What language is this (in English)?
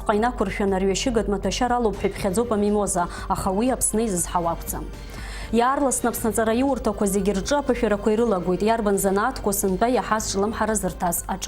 Abkhazian